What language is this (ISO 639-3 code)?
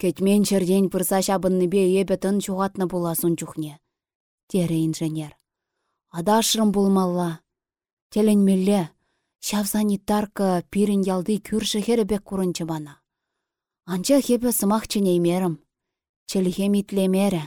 chv